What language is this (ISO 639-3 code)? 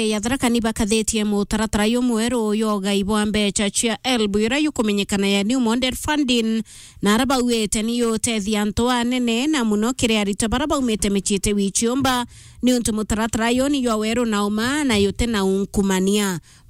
mer